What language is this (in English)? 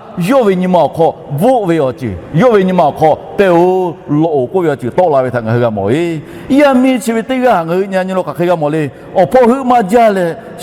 Lahu